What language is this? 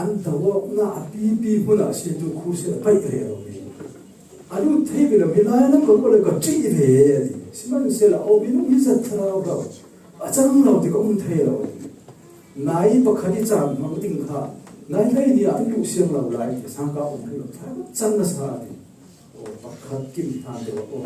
Falam Chin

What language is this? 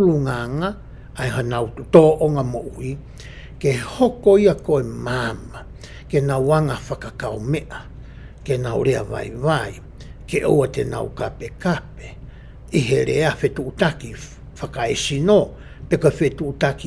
Tongan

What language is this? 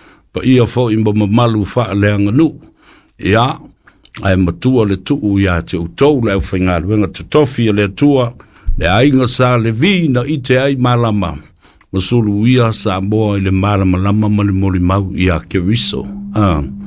Samoan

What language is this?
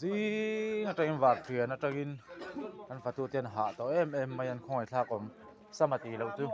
Mizo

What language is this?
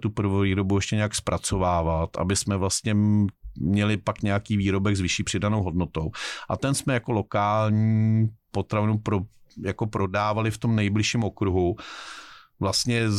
Czech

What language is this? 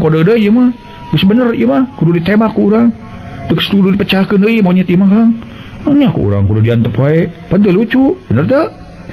Sundanese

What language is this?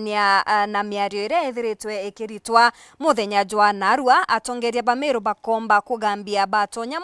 Meru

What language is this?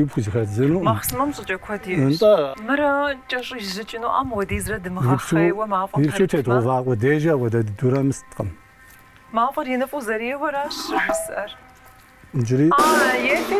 Kabardian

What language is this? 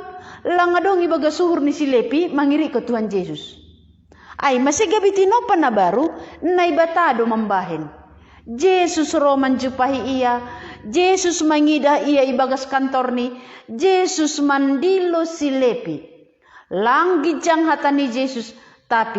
Batak Simalungun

